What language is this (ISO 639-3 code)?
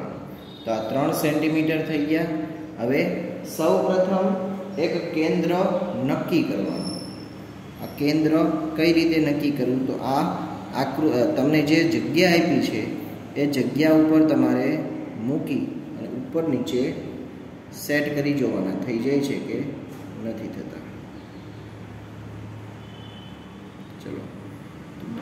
guj